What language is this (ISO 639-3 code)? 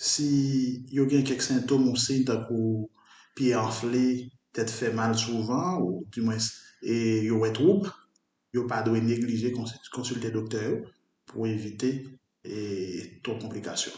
hat